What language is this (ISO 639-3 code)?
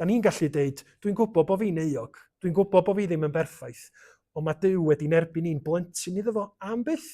cym